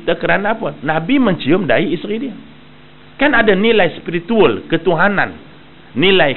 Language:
Malay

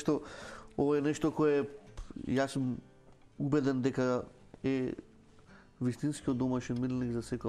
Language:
Macedonian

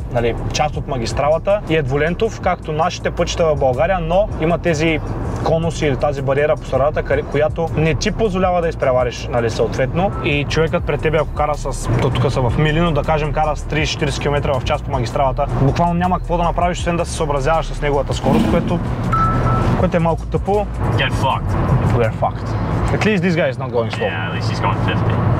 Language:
Bulgarian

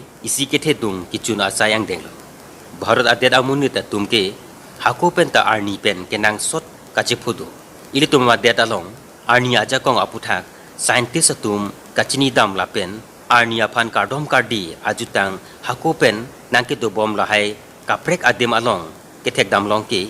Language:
Karbi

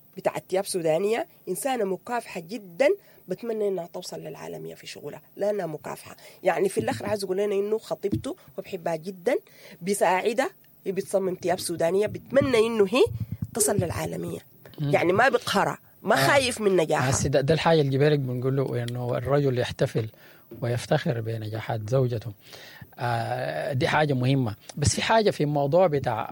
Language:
Sudanese Arabic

